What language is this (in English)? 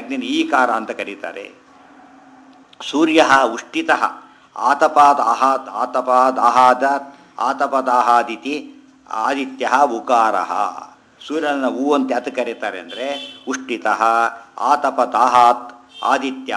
Kannada